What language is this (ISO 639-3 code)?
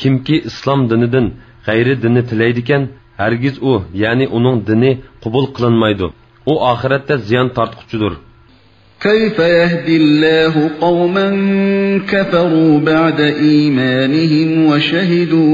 uig